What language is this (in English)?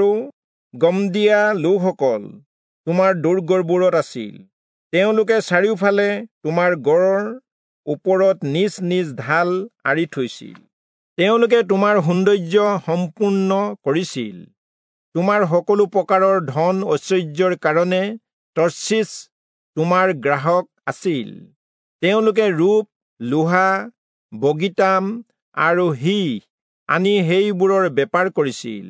Assamese